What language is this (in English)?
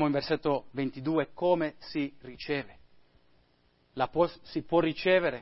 Italian